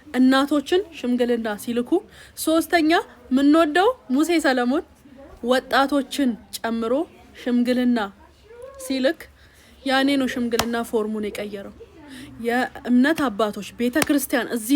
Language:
Amharic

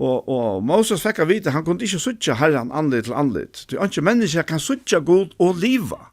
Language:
Faroese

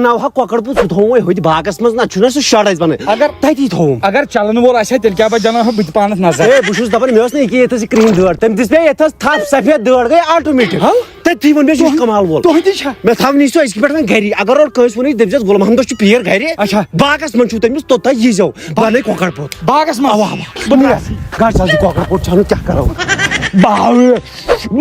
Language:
Kashmiri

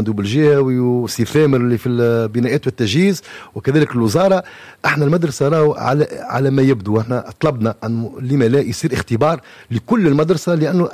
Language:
Tunisian Arabic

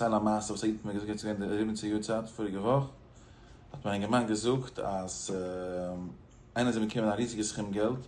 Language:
Yiddish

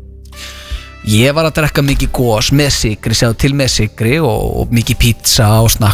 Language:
Icelandic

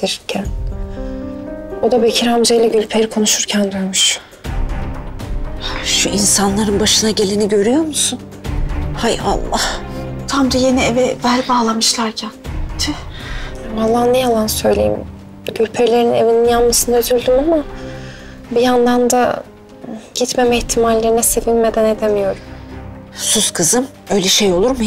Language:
Turkish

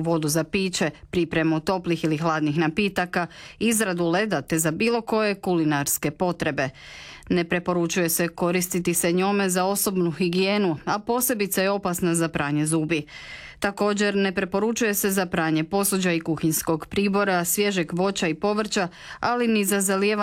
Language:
Croatian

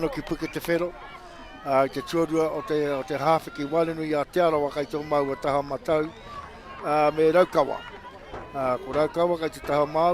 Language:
Māori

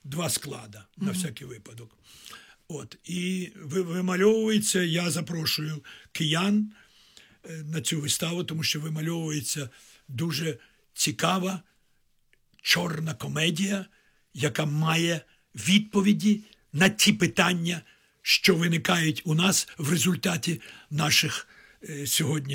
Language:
Ukrainian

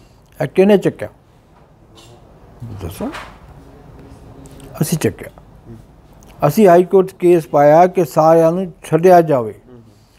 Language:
Punjabi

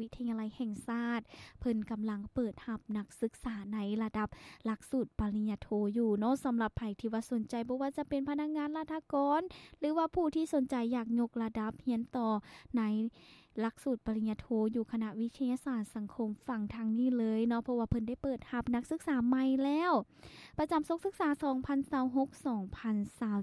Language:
Lao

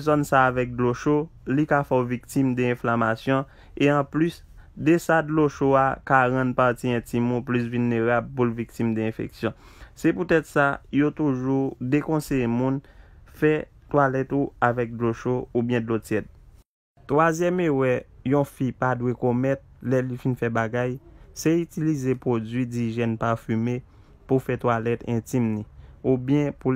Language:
Haitian Creole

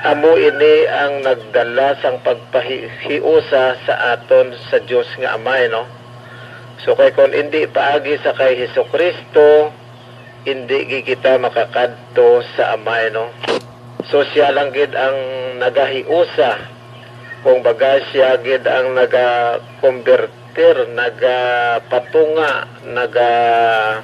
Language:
Hiligaynon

